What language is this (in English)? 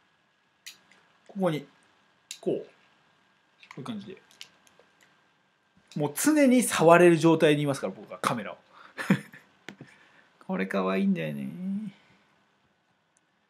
Japanese